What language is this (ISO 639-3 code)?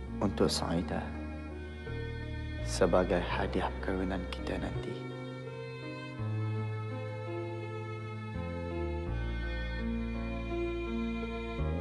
msa